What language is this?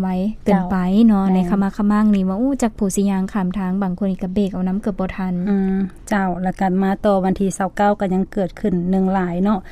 Lao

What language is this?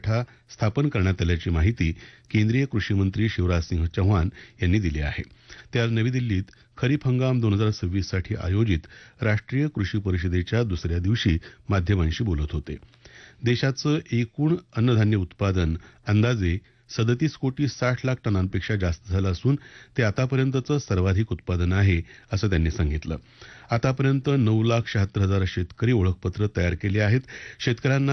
Marathi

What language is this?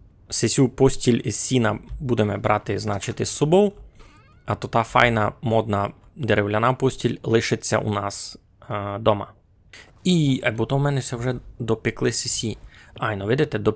Rusyn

